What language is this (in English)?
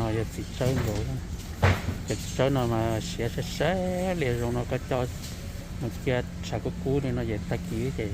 Hmong